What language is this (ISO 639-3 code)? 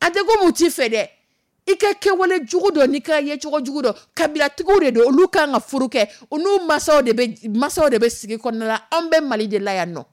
dyu